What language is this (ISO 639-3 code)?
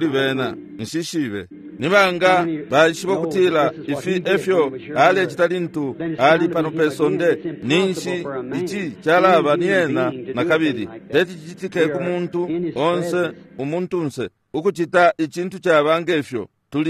bem